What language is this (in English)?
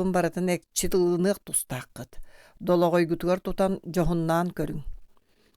Yakut